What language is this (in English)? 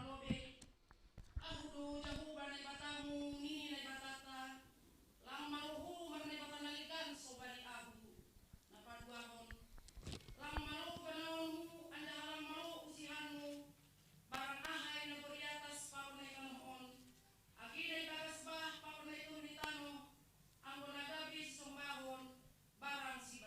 Batak Simalungun